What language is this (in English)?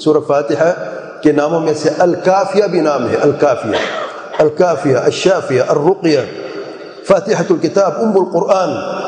Urdu